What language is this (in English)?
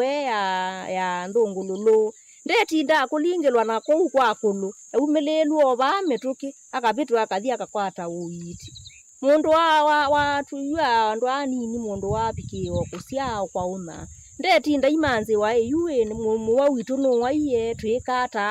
Kamba